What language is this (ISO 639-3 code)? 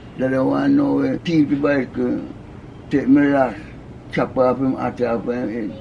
jam